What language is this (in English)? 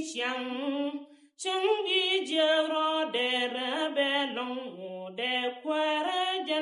Nuer